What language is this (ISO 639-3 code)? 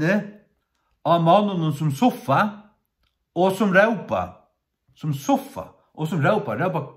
fao